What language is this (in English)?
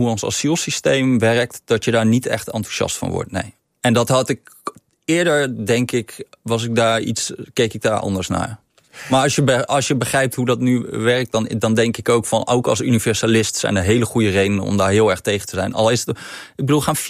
Dutch